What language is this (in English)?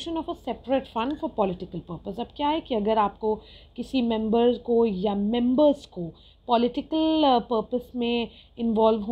Hindi